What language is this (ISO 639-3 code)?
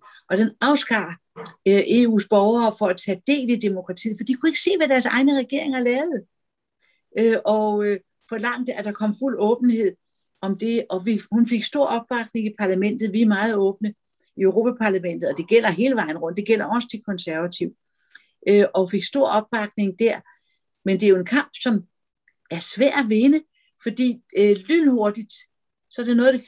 dan